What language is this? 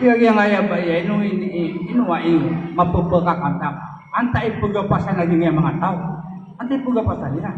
Maranao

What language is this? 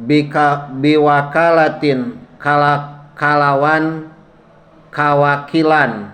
Sundanese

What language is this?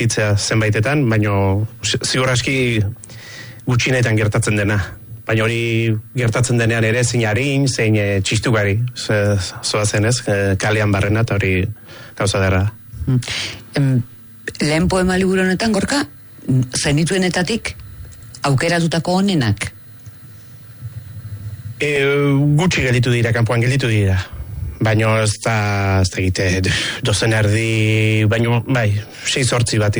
Basque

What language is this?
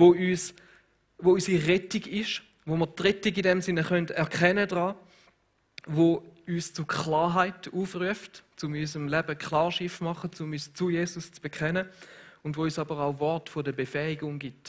Swiss German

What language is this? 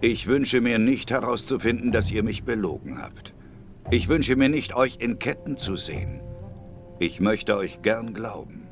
Swiss German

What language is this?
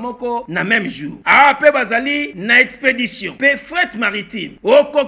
Lingala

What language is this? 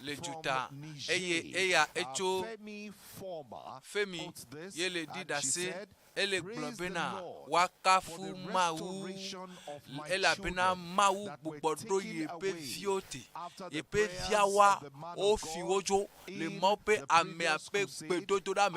Ewe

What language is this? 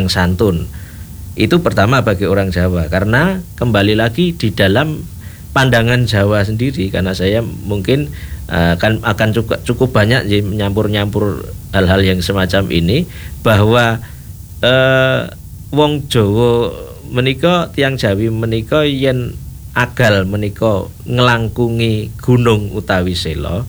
Indonesian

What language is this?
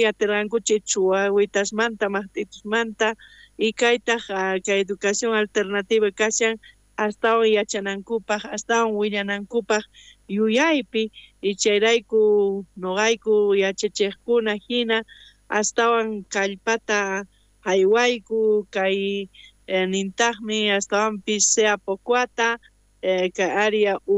South Bolivian Quechua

